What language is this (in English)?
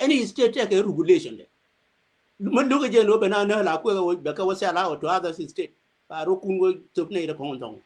Nuer